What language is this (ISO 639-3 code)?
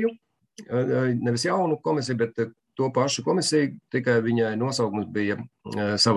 lav